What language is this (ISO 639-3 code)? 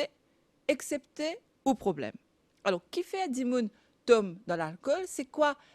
mfe